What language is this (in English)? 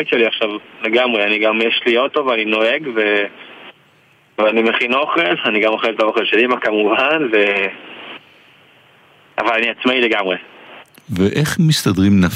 Hebrew